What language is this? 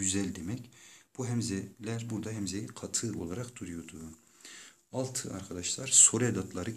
Turkish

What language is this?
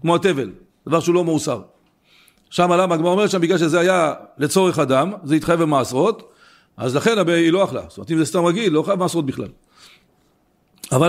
Hebrew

